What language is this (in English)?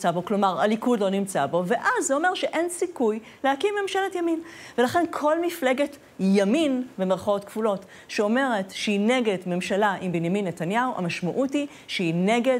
Hebrew